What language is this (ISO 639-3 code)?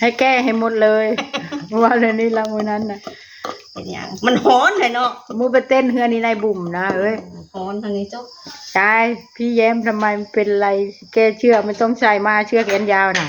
tts